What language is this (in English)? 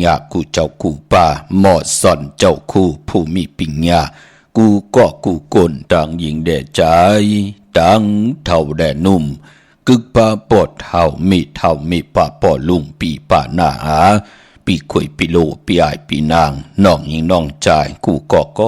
Shan